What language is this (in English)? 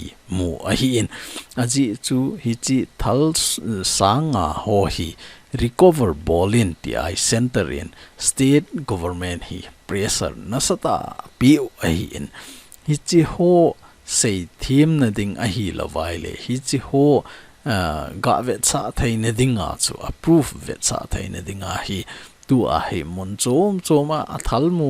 Thado Chin